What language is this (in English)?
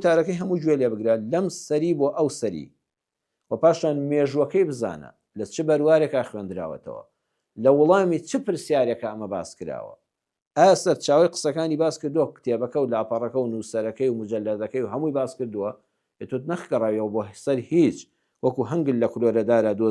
Central Kurdish